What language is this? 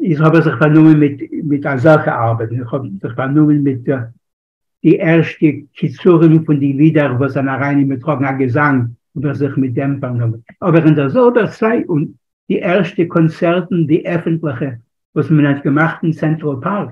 Yiddish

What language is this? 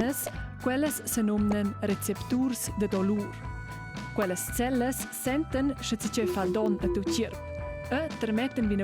Romansh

